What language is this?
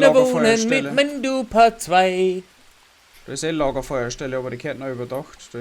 Bavarian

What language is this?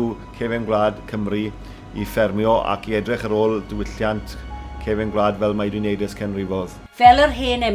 Welsh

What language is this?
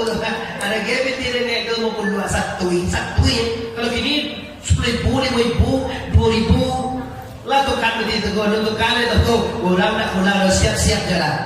Minangkabau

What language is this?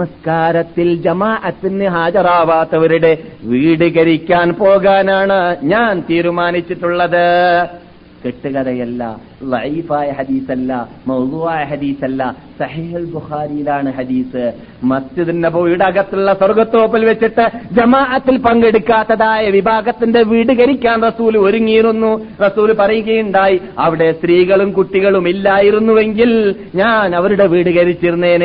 Malayalam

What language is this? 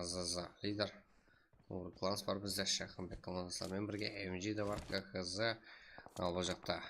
Kara-Kalpak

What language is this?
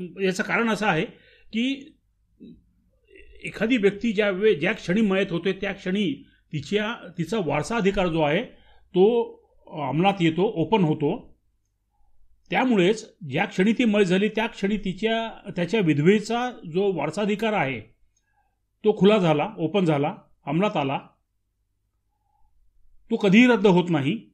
Marathi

